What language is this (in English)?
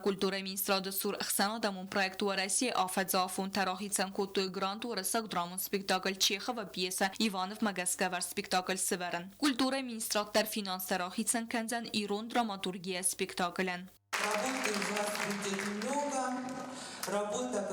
Ossetic